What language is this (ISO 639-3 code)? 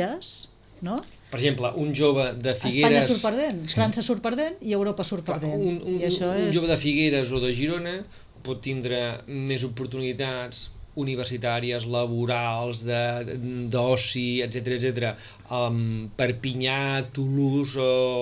cat